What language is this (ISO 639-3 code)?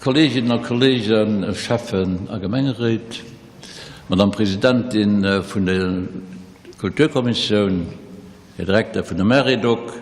ltz